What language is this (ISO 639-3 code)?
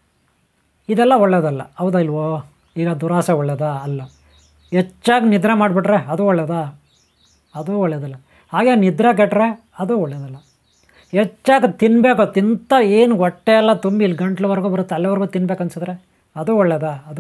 kan